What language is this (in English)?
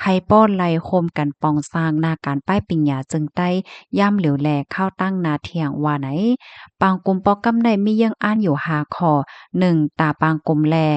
Shan